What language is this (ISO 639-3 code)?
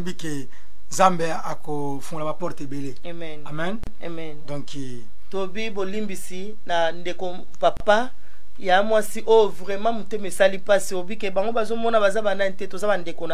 lin